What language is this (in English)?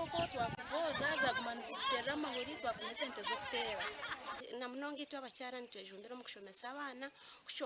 Nyankole